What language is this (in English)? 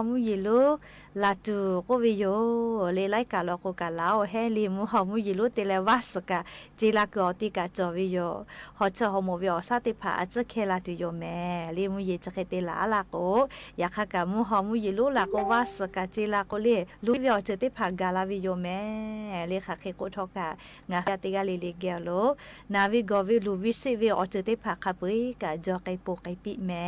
Lahu